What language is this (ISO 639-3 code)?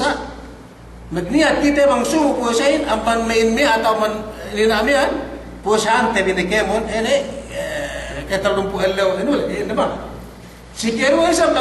yka